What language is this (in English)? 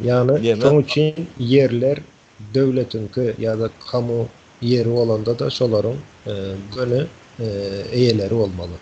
Turkmen